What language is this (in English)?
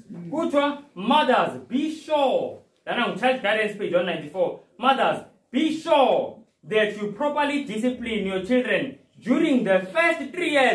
Zulu